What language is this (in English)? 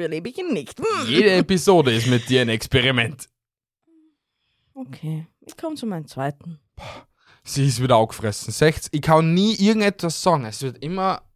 German